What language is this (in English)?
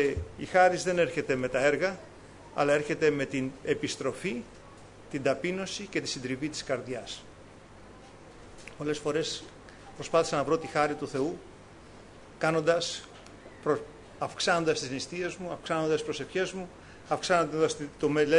Greek